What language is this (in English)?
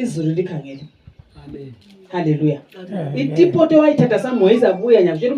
North Ndebele